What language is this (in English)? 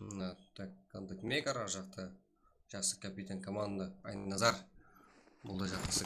Kara-Kalpak